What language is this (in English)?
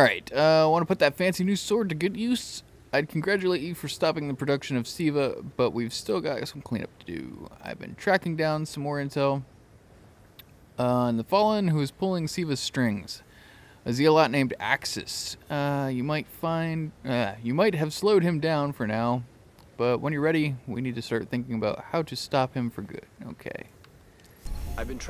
English